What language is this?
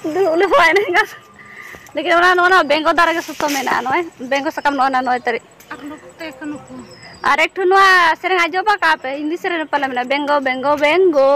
Santali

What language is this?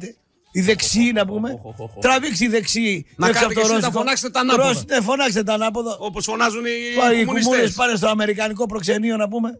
Greek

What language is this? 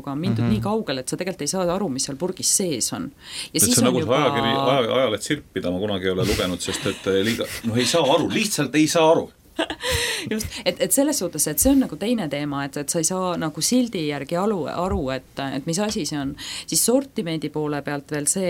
Estonian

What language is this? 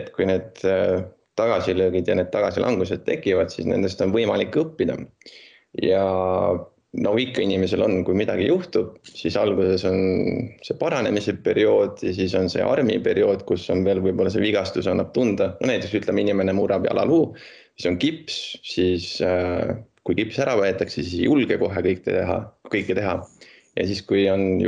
Estonian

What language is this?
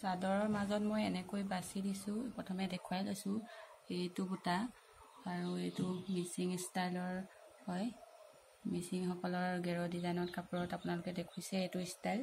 Assamese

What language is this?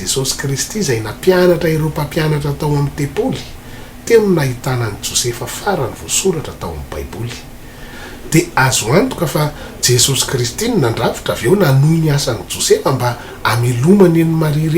Malagasy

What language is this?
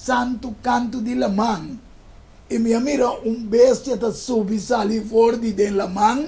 Papiamento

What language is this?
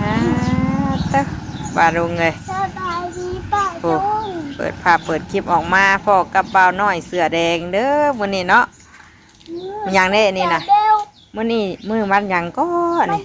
Northeastern Thai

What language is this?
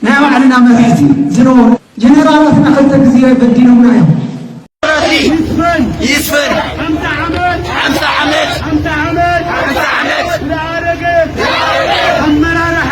Tigrinya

